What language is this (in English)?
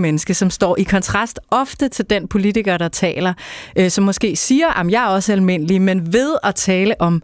Danish